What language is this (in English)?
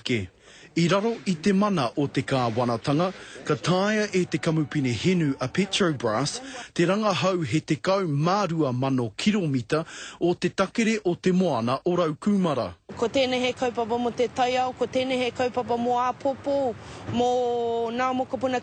Māori